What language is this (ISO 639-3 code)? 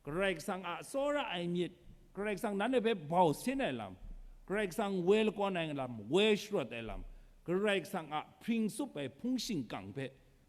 kac